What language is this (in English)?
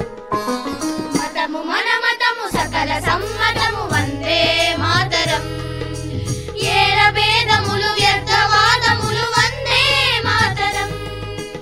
Telugu